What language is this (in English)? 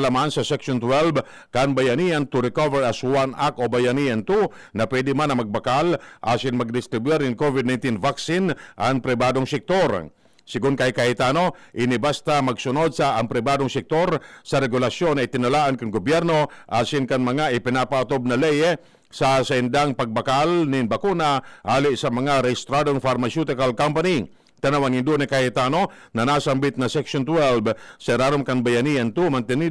Bikol